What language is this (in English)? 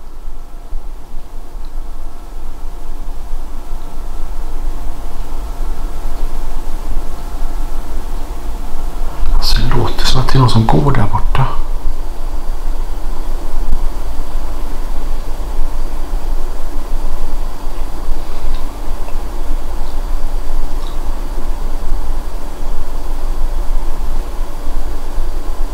Swedish